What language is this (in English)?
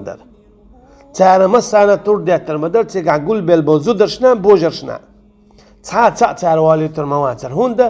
Chechen